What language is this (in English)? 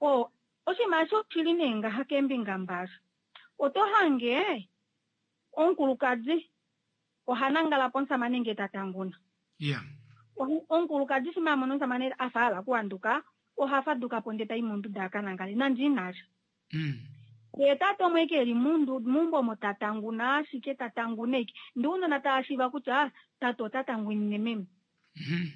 Kuanyama